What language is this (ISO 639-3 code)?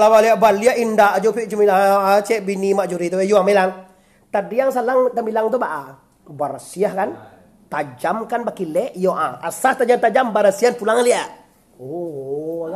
min